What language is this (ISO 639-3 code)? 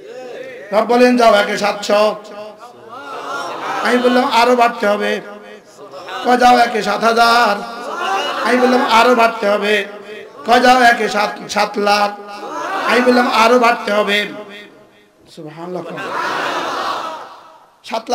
ben